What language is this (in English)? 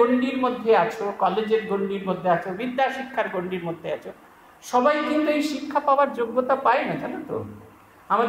Bangla